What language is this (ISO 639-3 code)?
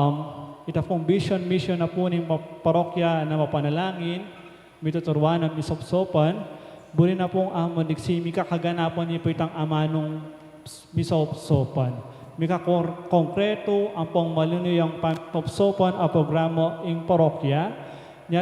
pam